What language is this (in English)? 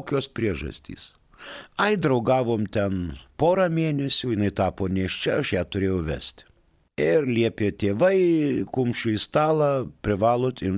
Lithuanian